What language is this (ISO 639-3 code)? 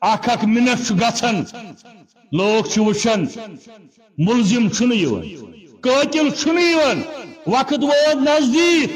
kas